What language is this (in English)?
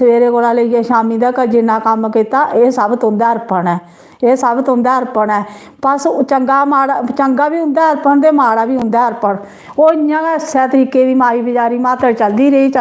Dogri